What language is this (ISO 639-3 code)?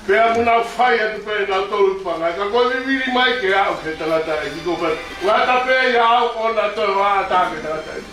ton